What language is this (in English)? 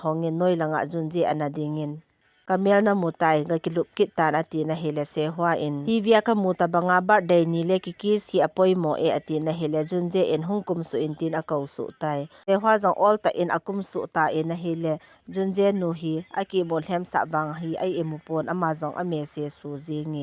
Thado Chin